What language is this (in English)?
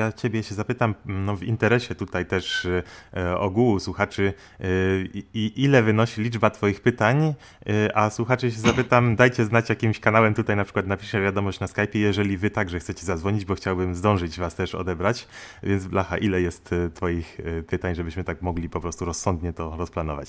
Polish